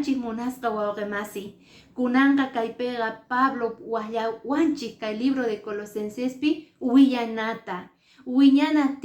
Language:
Quechua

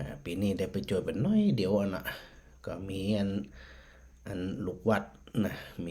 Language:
Northern Thai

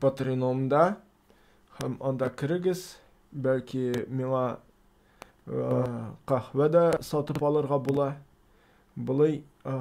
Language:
Tatar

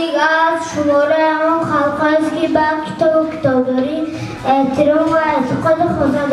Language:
Tajik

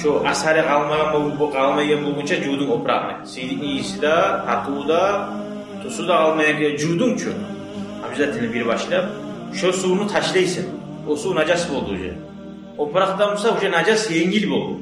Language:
Kumyk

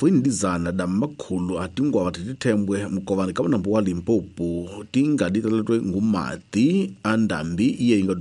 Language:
Tsonga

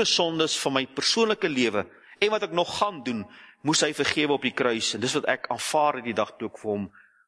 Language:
Afrikaans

